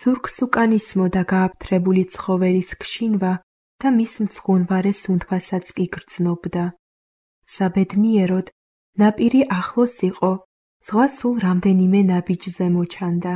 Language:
Georgian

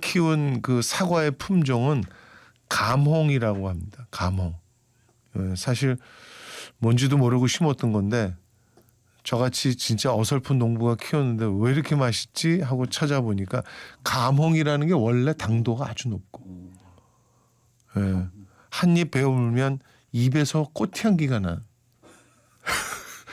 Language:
Korean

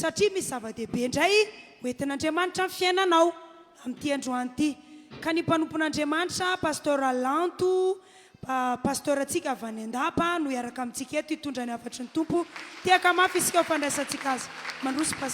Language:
Malagasy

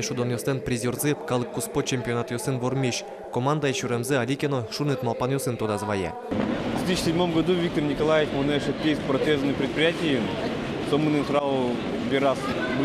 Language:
Udmurt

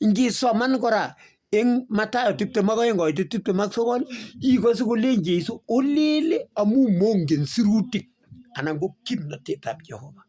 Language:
Kalenjin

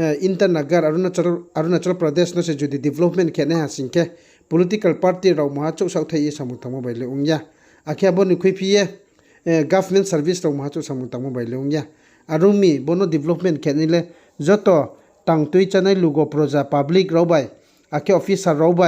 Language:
Riang (India)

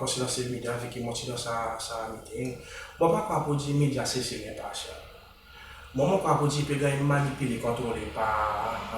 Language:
Seselwa Creole French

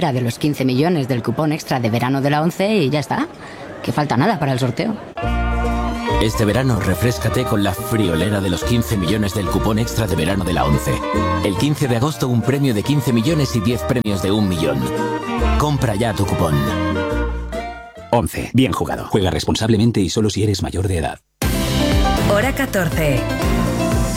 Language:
Spanish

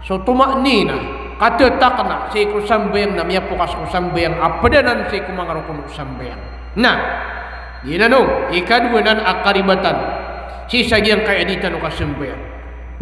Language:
Maranao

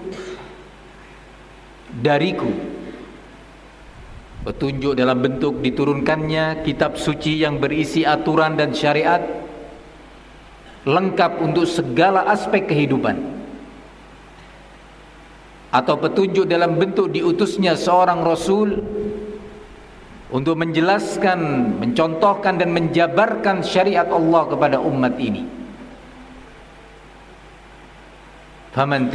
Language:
Indonesian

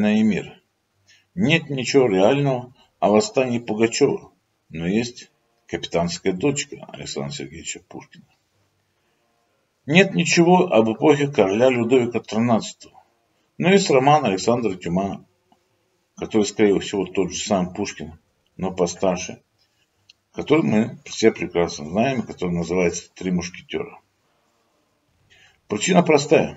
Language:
Russian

